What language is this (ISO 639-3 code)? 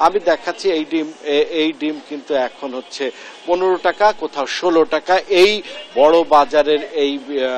ben